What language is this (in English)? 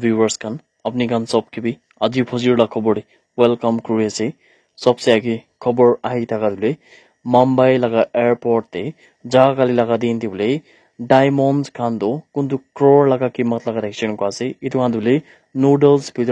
Naga Pidgin